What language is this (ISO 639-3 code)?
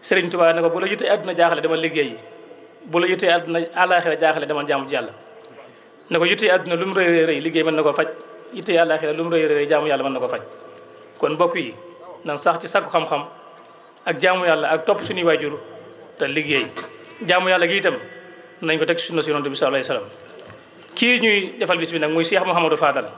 wol